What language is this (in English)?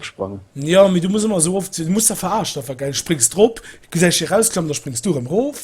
Luxembourgish